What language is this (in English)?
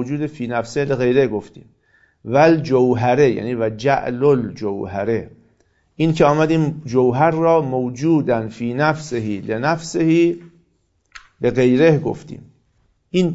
Persian